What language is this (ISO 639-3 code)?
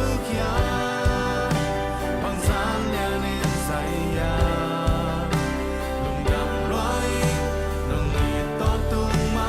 ctd